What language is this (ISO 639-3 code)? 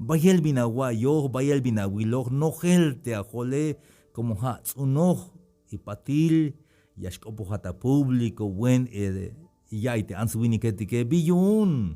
tzh